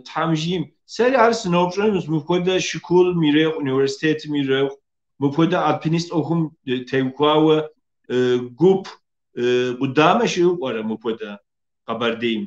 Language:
Kabardian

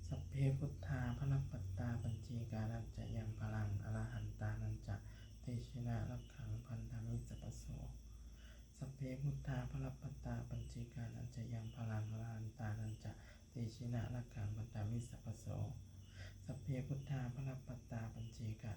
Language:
Pali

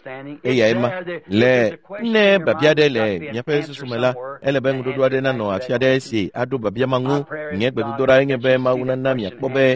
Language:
Ewe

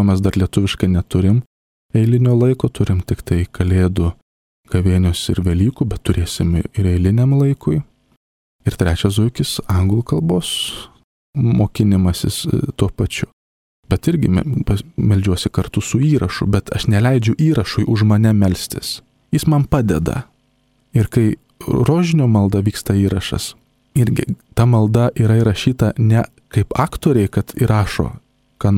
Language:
Lithuanian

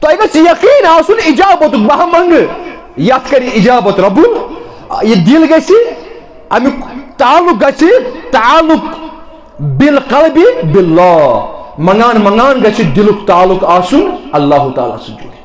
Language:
Kashmiri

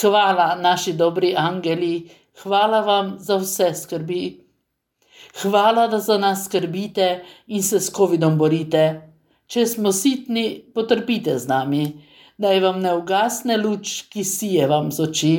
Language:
Slovenian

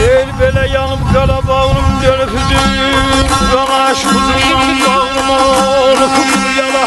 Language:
South Azerbaijani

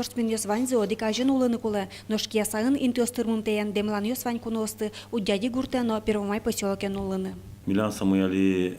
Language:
Udmurt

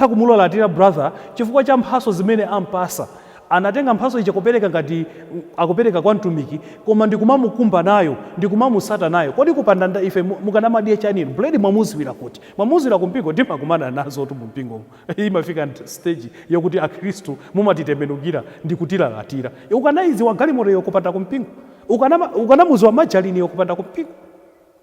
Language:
Nyanja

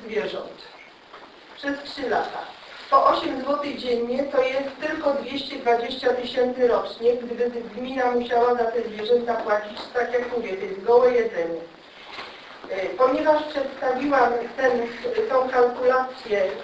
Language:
Polish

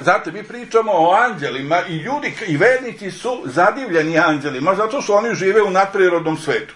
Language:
Serbian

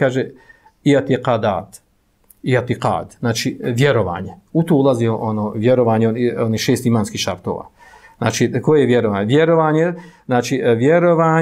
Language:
Bosnian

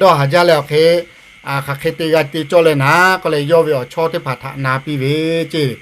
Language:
Lahu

